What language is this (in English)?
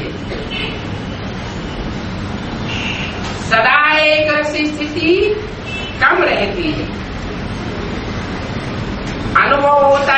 Hindi